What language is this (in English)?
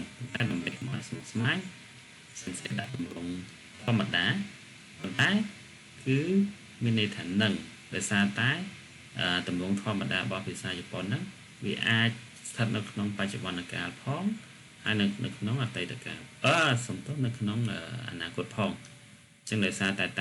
Khmer